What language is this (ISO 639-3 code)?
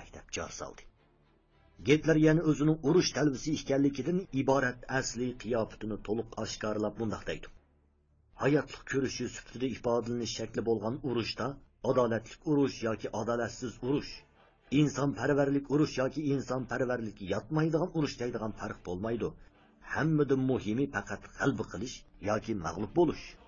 uig